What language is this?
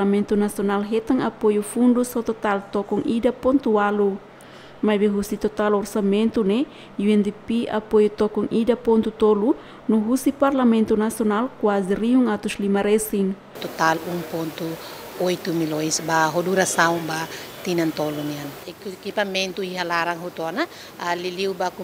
Tetum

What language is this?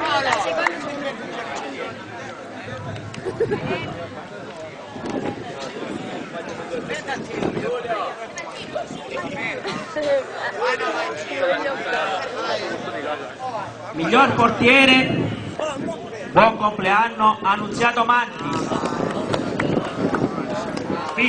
Italian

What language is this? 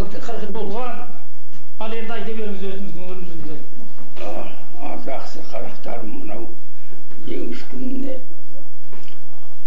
Kazakh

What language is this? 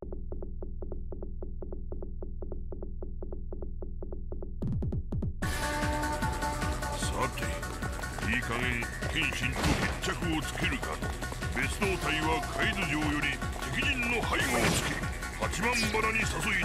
Japanese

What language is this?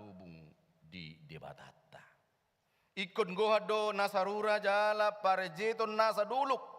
Batak Toba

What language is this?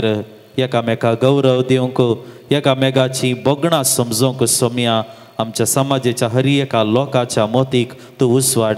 Konkani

